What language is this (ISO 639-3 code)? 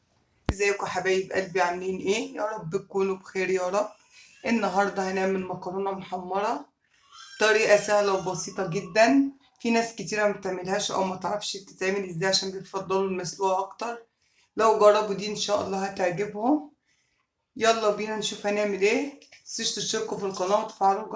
arz